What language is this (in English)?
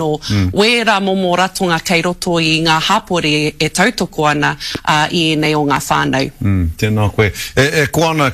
Māori